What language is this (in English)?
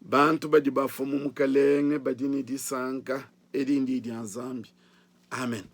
Luba-Lulua